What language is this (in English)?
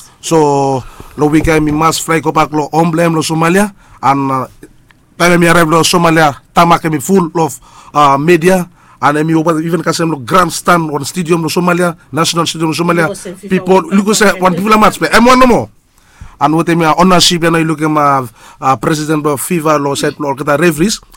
Bislama